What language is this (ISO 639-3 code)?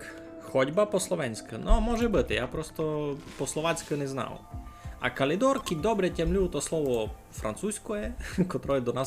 rue